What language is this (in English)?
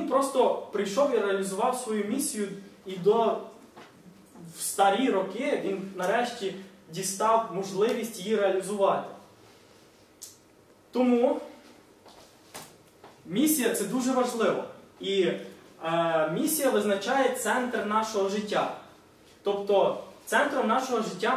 Ukrainian